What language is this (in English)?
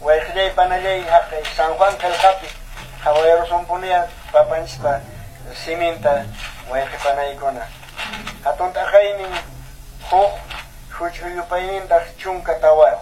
Quechua